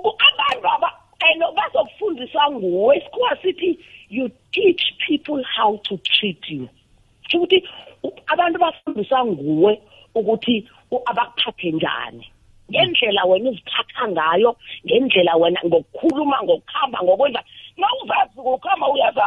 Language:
South Ndebele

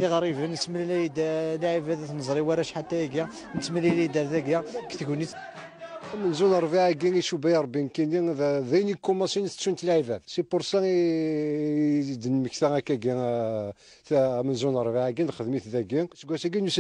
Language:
Kabyle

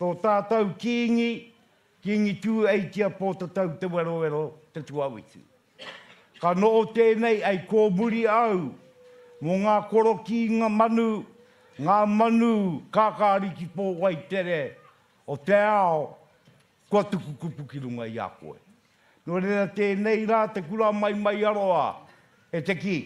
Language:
Māori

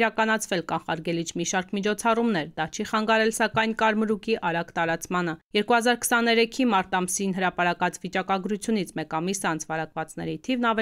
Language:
Armenian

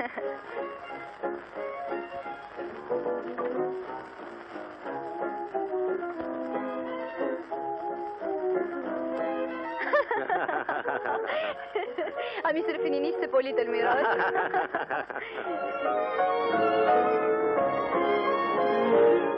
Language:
Greek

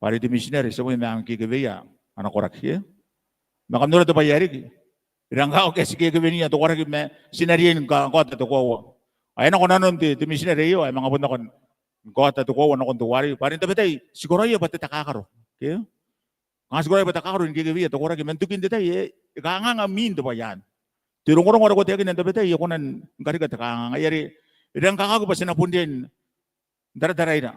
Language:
Gilbertese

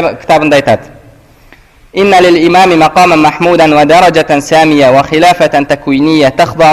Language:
Kazakh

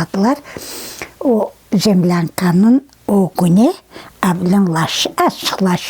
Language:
Crimean Tatar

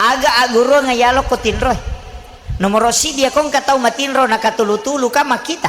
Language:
Buginese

